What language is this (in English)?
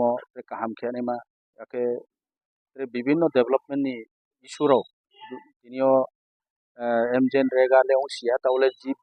Kok Borok